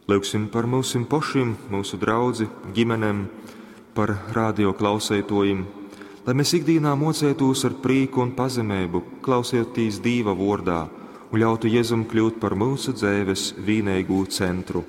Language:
Latgalian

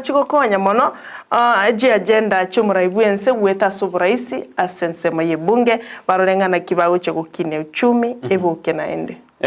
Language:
Gusii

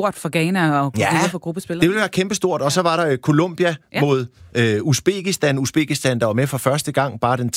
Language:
Danish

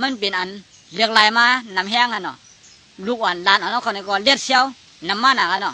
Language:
Shan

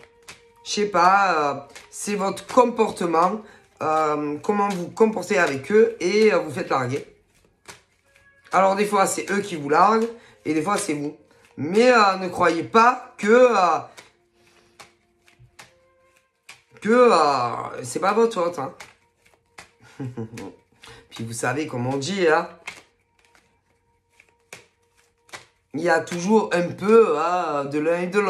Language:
French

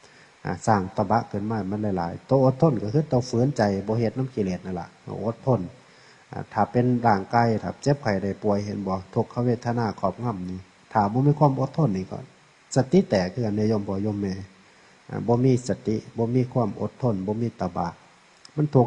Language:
Northeastern Thai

